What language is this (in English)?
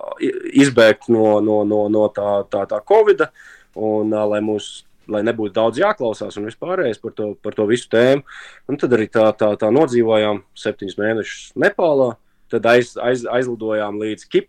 Latvian